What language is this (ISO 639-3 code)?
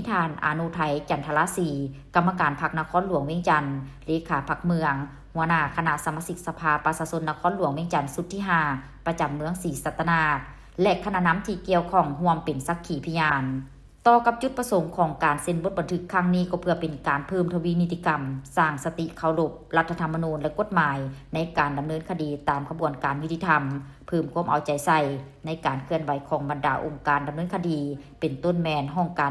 lao